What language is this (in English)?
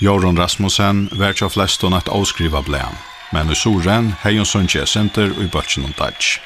Faroese